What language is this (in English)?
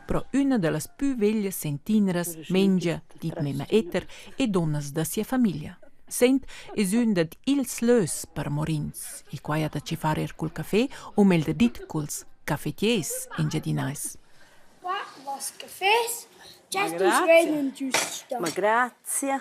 Romansh